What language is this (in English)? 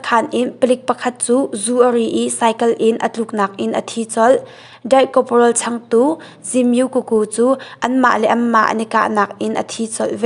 Hakha Chin